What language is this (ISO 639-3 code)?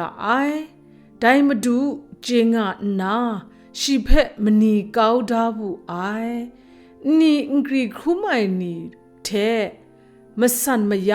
kac